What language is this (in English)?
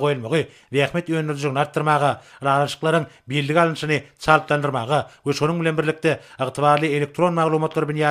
Turkmen